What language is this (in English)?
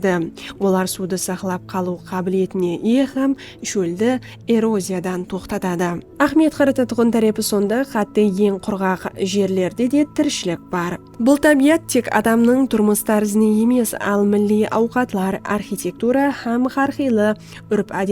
Kara-Kalpak